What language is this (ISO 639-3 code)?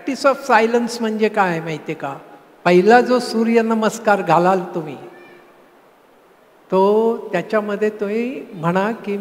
mar